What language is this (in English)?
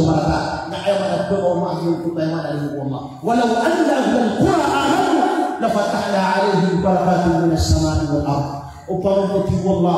Maranao